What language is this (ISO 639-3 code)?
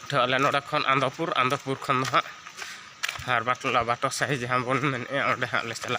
sat